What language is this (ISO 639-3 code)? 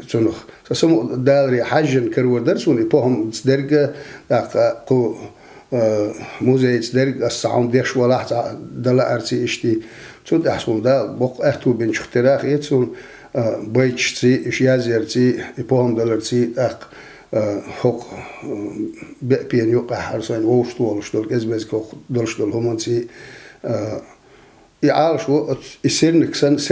che